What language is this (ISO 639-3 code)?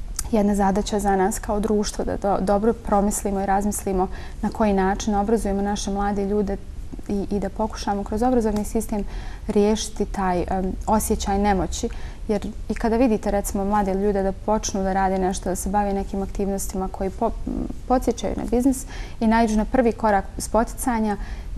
bos